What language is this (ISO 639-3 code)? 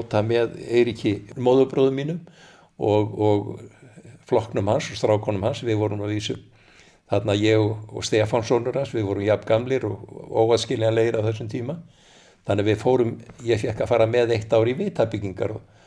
isl